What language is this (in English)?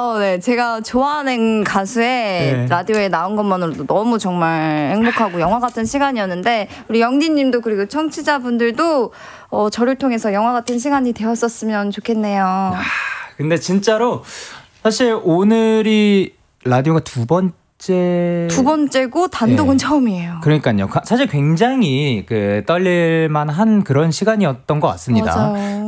Korean